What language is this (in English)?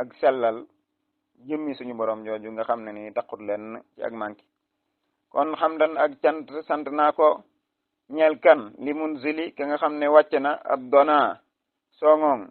Wolof